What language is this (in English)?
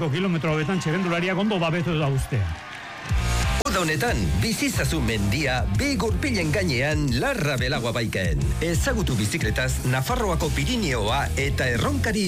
Basque